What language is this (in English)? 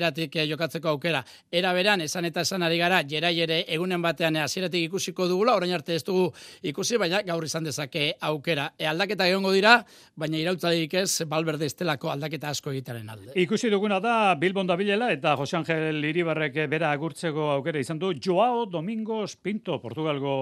Basque